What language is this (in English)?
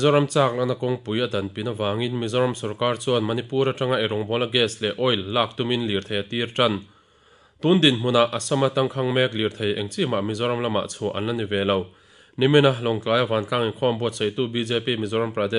Mizo